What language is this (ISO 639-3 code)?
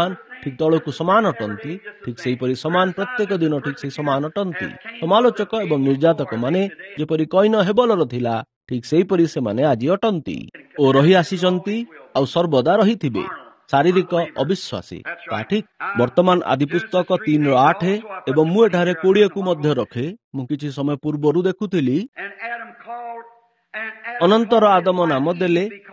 ori